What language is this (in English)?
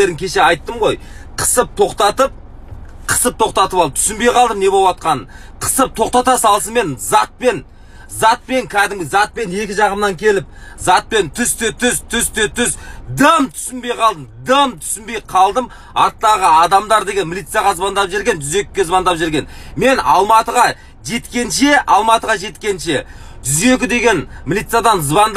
Kazakh